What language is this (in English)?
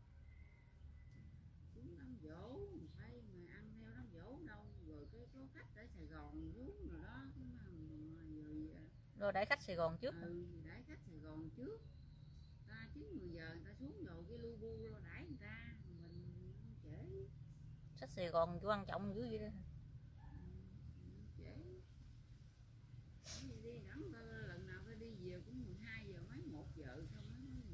Vietnamese